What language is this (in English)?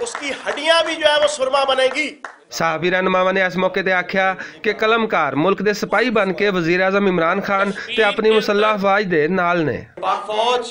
Western Panjabi